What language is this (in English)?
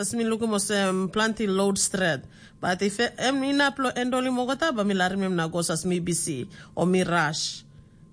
Tok Pisin